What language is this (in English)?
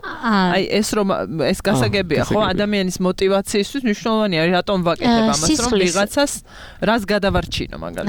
Georgian